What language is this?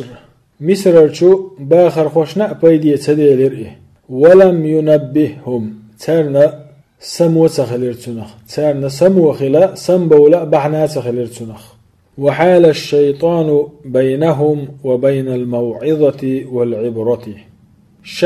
Chechen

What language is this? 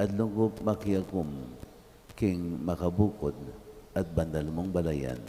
Pampanga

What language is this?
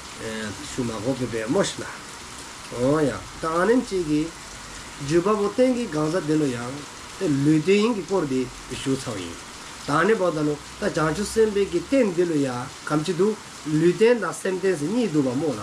Dzongkha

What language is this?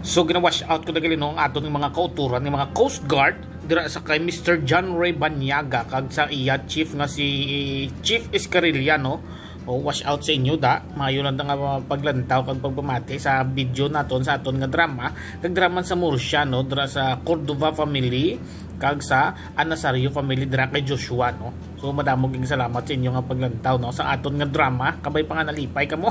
Hiligaynon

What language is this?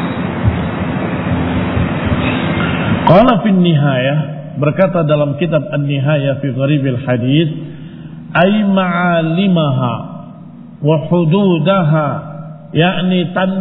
Indonesian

